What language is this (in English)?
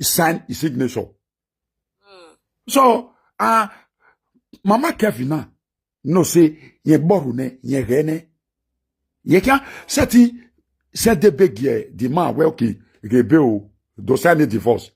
Nigerian Pidgin